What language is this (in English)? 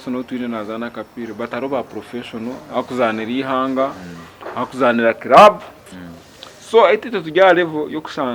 Nyankole